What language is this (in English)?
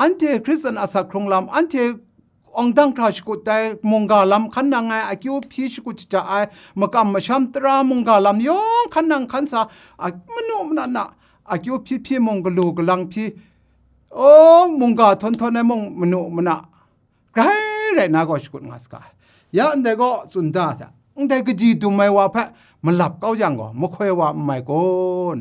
Kachin